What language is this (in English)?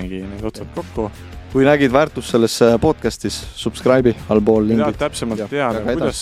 Estonian